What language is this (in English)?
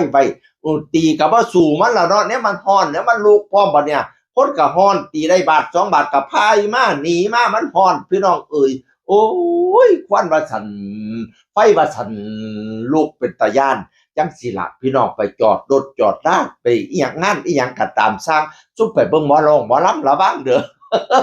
Northeastern Thai